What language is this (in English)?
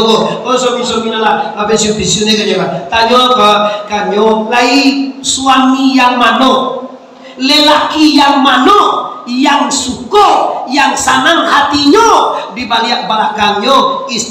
Minangkabau